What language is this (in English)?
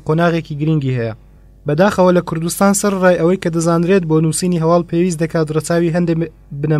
Central Kurdish